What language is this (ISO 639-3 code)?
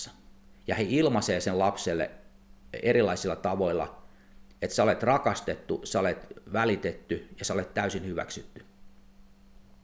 fin